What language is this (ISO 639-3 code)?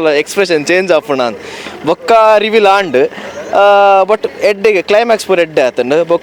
tcy